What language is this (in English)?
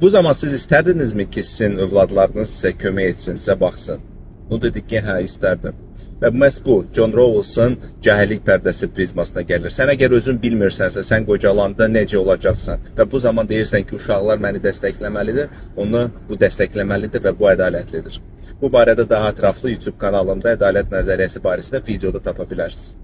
Azerbaijani